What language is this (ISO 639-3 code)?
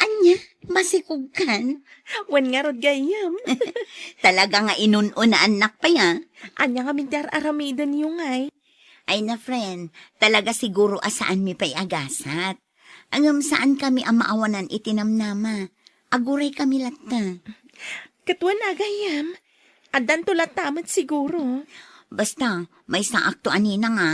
ilo